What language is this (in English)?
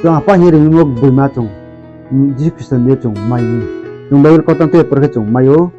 Riang (India)